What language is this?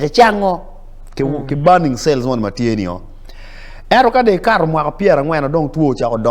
Acoli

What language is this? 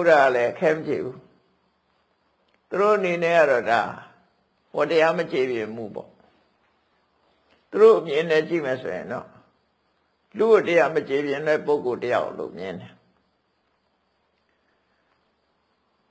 Burmese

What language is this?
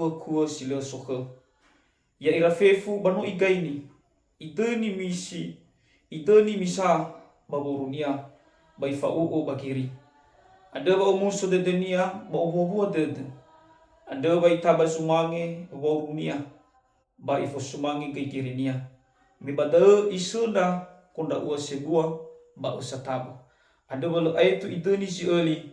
Nias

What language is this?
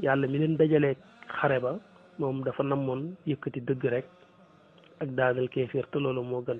Wolof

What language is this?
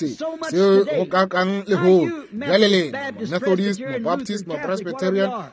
Northern Sotho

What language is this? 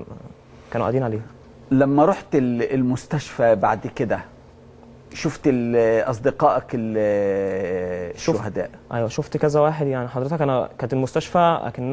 Egyptian Arabic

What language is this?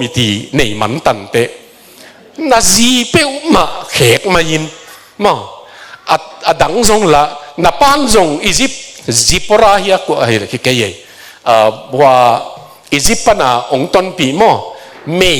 Tedim Chin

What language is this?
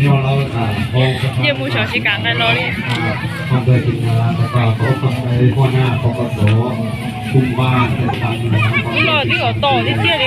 Lao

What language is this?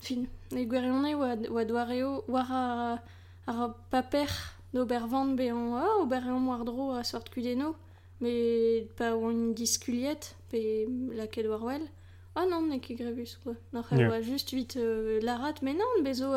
Breton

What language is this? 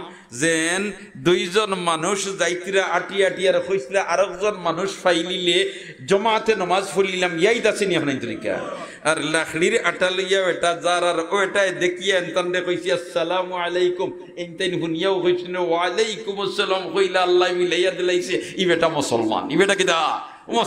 Sylheti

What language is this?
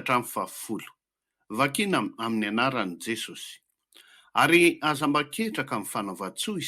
Malagasy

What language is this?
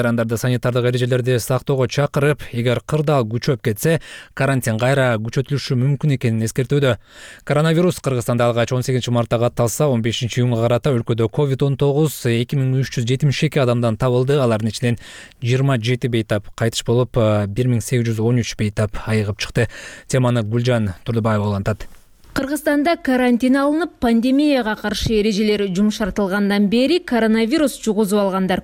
Kyrgyz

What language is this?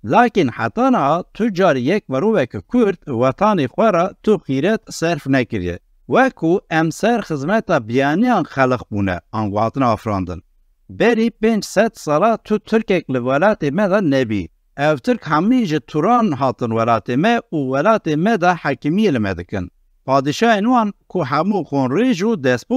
Kurdish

